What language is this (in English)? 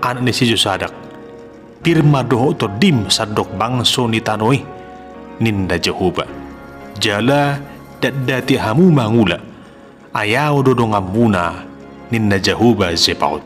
Batak Toba